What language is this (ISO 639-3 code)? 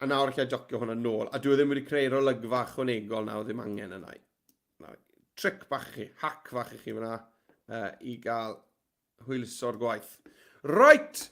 cym